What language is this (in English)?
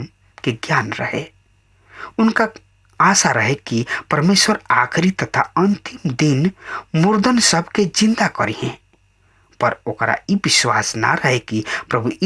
Bhojpuri